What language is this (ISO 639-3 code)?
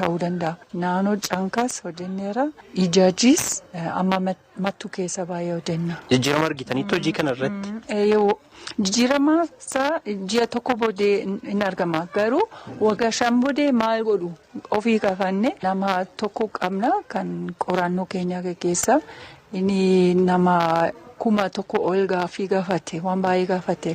orm